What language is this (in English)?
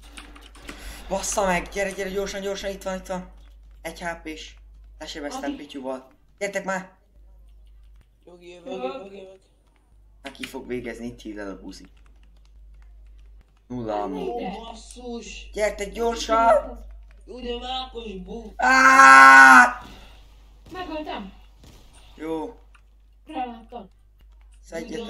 Hungarian